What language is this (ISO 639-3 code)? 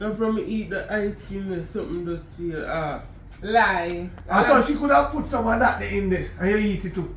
jam